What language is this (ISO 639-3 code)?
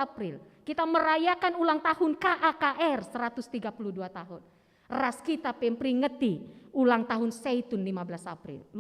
btx